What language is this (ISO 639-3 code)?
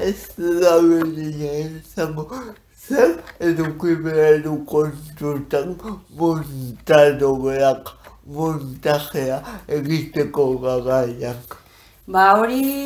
eus